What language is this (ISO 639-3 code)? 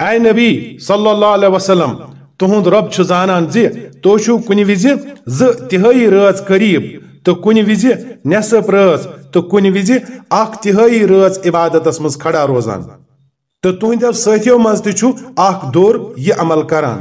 kas